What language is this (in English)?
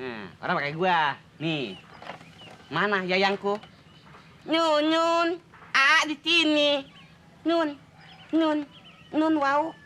Betawi